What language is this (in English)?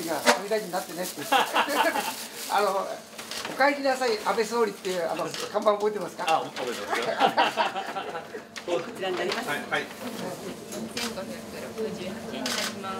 Japanese